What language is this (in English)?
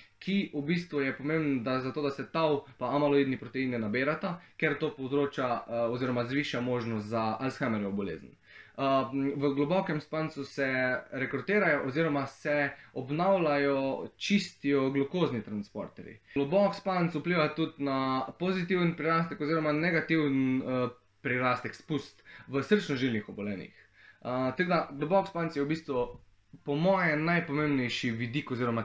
Slovenian